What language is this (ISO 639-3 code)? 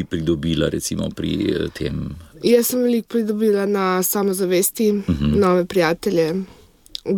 slv